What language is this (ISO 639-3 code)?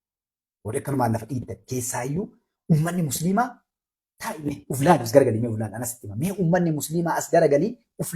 orm